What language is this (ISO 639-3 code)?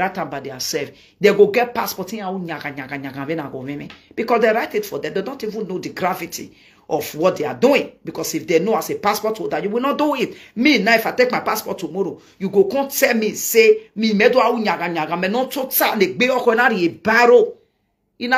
pcm